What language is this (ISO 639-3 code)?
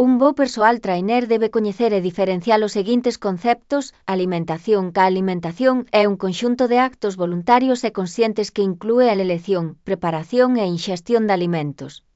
glg